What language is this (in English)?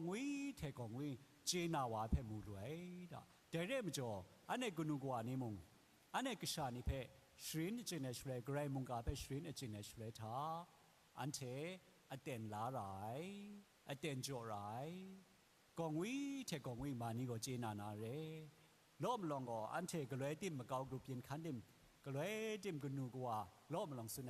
Kachin